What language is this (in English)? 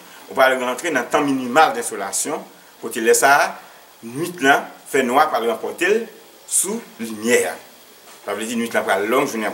Haitian Creole